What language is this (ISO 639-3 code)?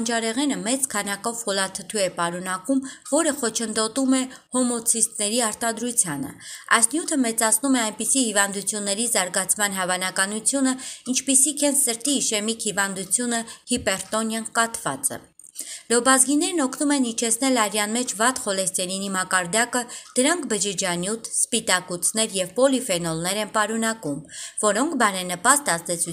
hye